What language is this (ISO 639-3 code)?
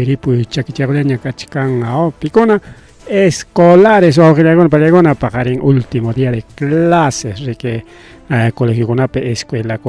quy